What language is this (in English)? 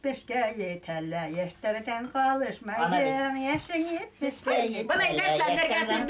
Bashkir